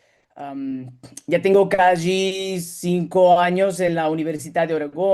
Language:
Ladino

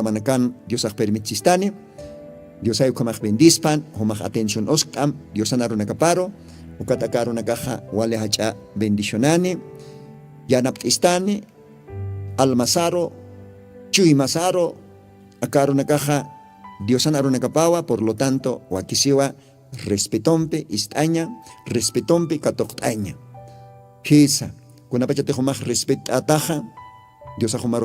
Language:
Aymara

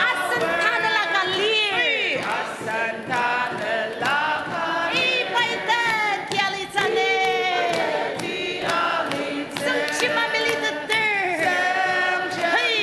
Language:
Ao Naga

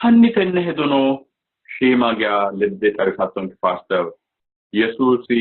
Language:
Sidamo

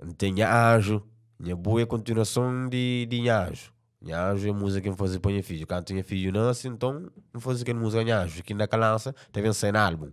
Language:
Kabuverdianu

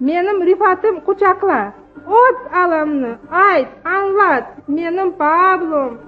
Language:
Crimean Tatar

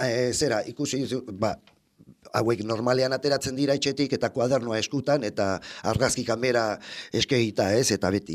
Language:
Basque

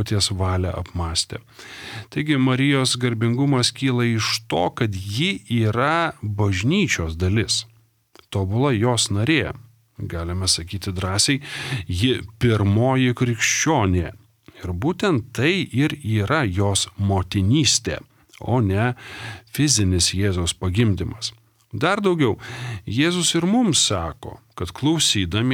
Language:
Lithuanian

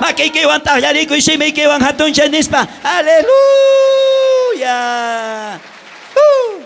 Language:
South Bolivian Quechua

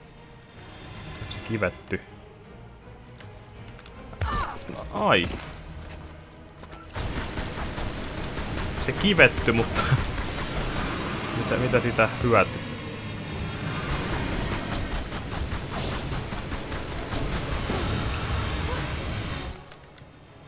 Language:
Finnish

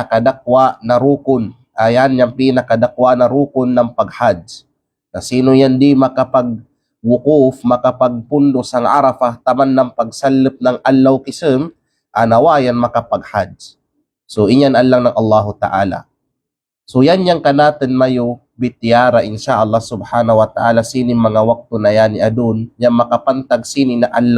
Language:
Kalagan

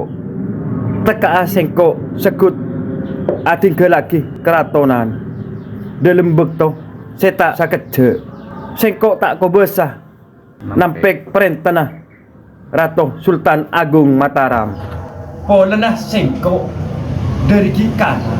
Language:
Madurese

